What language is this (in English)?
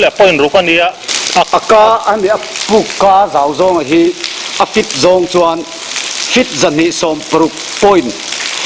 Mizo